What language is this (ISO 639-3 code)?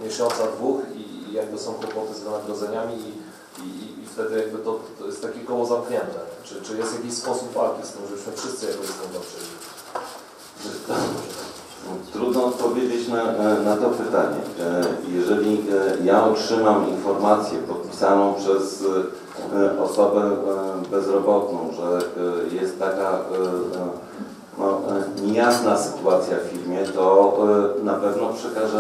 pol